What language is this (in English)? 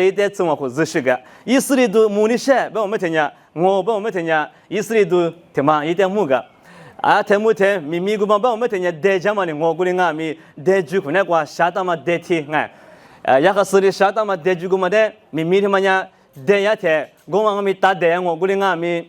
Lisu